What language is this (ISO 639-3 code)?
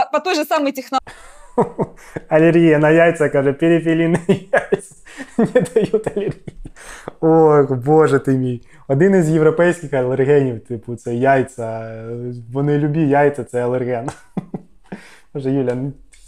ukr